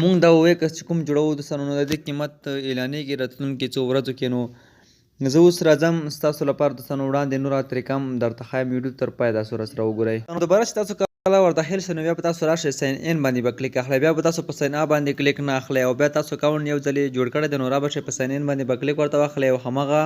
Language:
Pashto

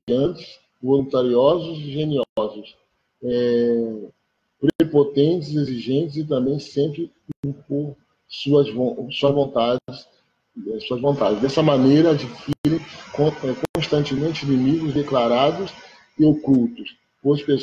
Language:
Portuguese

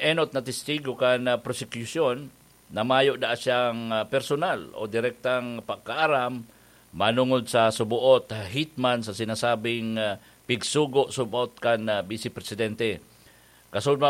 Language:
Bikol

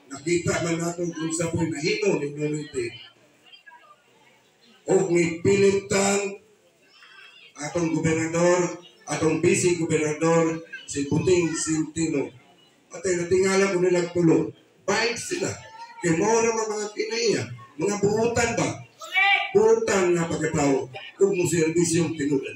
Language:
Cebuano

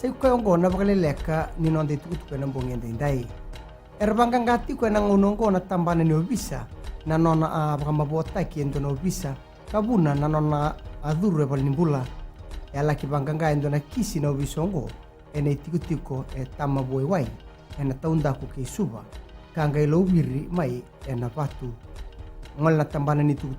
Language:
Fijian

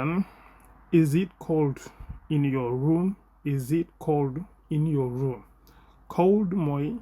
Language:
Wolof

